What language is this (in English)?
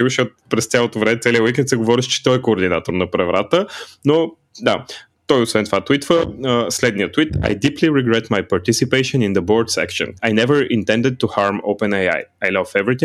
Bulgarian